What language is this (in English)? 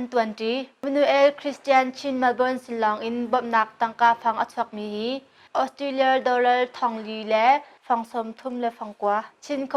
Hakha Chin